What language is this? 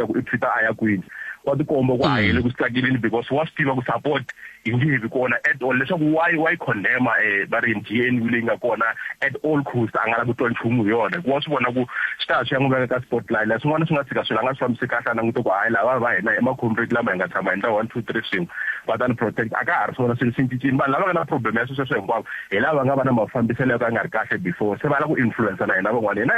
Tsonga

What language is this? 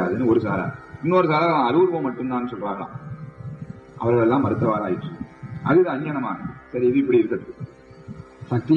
Tamil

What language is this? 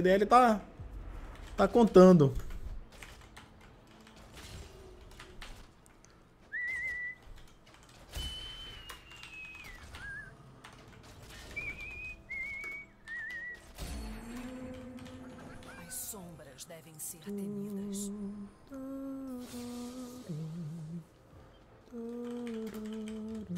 Portuguese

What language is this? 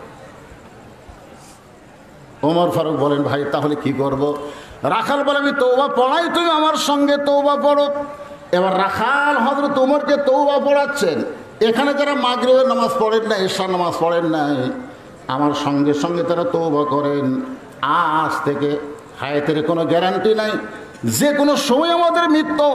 Bangla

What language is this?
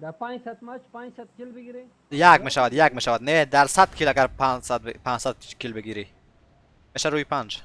Persian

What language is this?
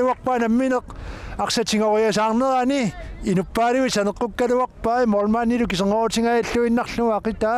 Kalaallisut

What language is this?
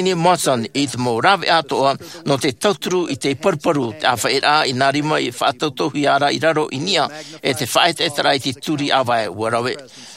Tahitian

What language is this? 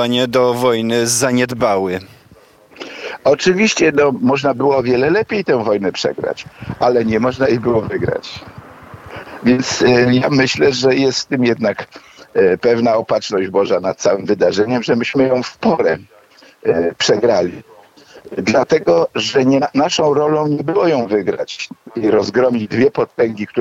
Polish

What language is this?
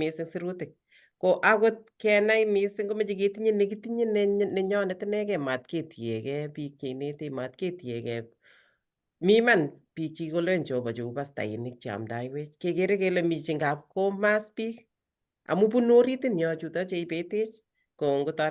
Kalenjin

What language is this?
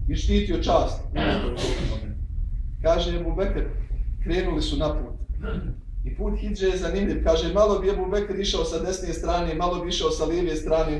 Bosnian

